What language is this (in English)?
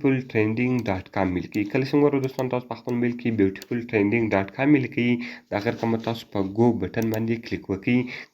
Pashto